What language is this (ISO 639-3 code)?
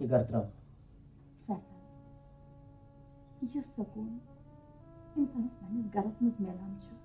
kas